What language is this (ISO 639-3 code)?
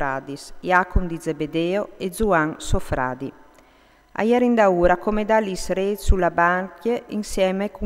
fur